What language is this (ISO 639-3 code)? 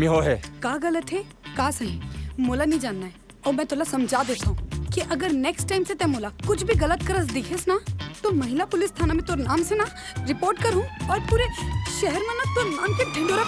hne